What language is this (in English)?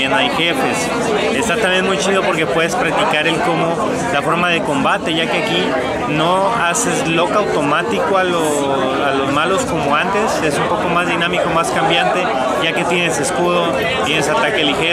Spanish